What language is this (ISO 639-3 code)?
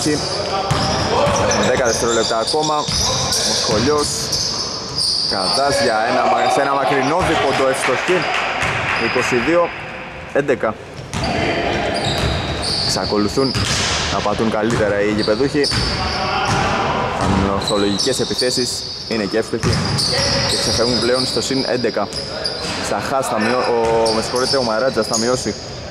ell